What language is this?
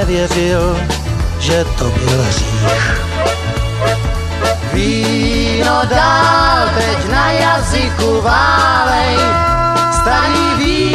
Czech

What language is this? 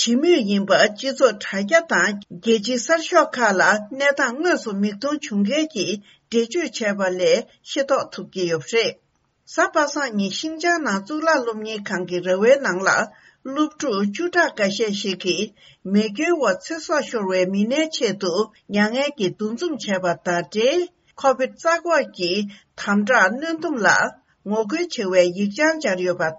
Tibetan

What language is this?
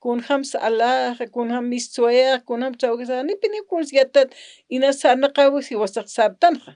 Aymara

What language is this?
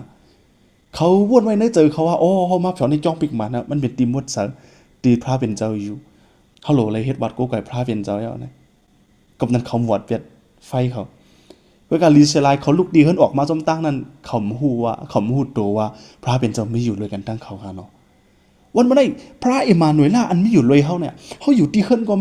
Shan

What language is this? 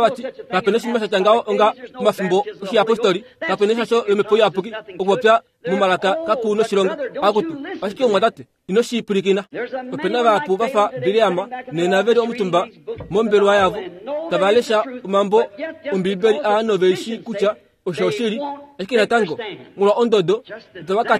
Kuanyama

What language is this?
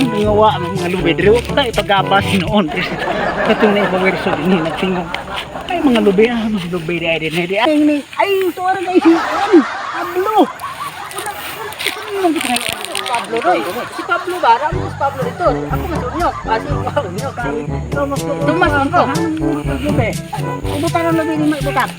Cebuano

